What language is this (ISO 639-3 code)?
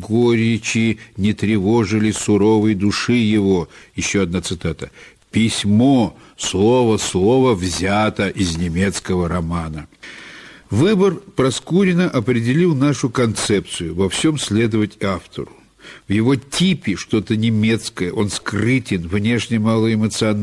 rus